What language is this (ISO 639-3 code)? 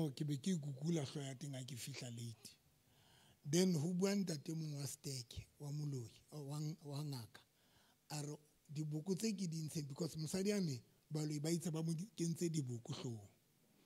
sot